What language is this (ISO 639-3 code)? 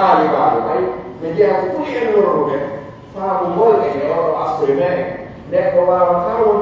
fuf